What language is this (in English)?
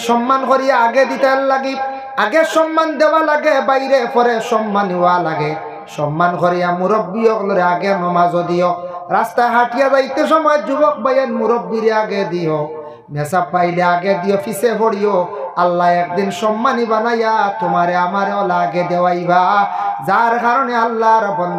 Sylheti